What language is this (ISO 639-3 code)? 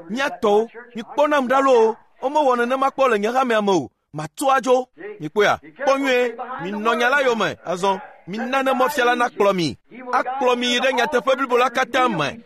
ewe